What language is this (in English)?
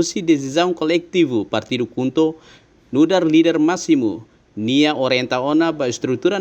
Tetum